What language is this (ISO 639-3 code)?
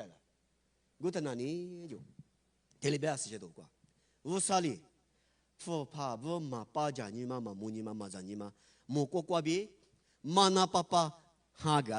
lis